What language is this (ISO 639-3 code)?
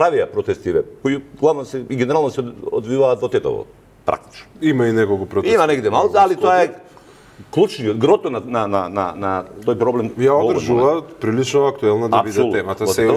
mkd